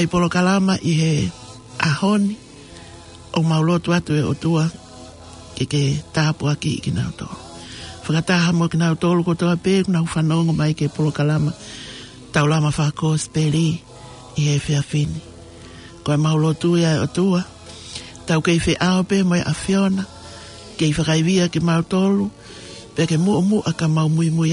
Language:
Tongan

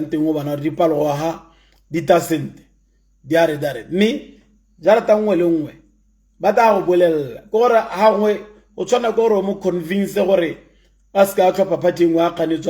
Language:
Tswana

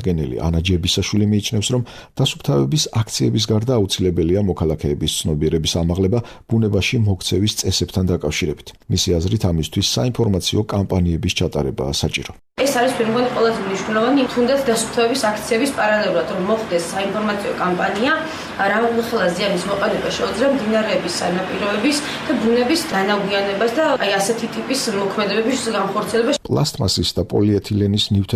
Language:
Georgian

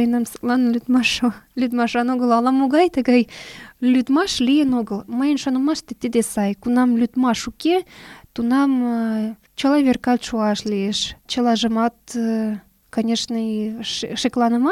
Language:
Mari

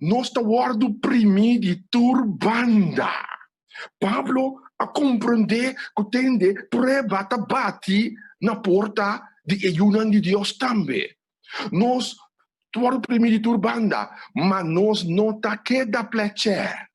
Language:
Papiamento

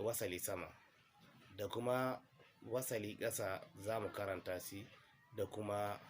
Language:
Hausa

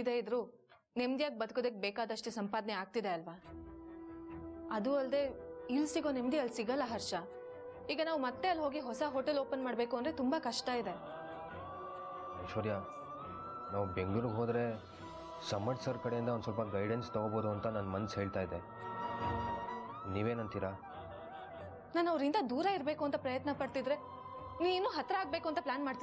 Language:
Kannada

